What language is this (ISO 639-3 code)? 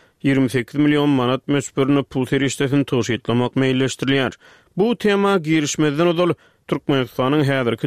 tuk